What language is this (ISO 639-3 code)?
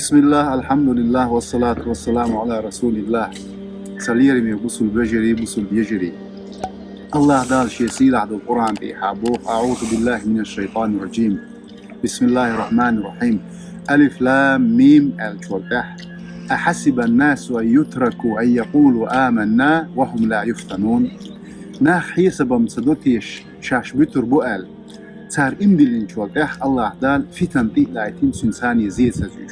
che